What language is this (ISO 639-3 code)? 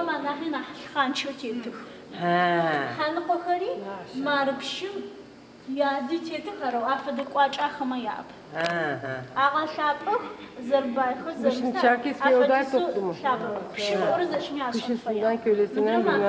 ady